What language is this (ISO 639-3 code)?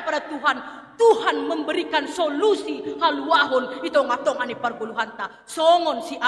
bts